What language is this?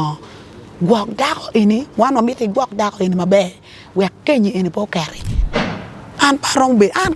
Acoli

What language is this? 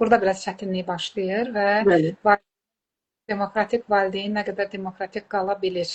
Azerbaijani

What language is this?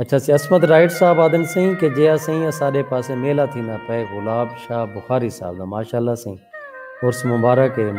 Saraiki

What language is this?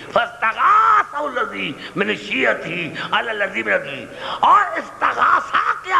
Urdu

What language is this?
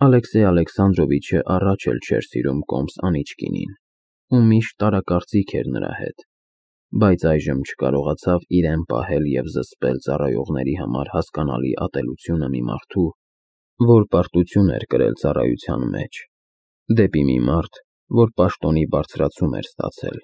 Armenian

